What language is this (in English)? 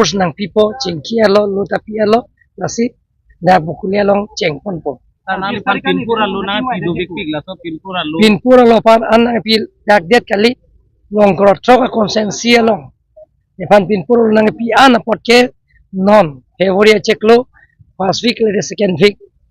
Karbi